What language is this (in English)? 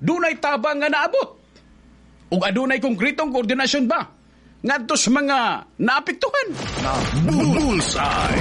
Cebuano